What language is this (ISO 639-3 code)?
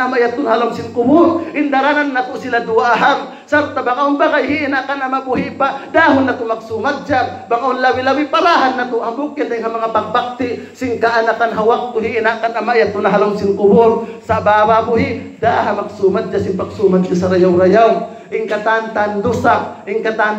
tsg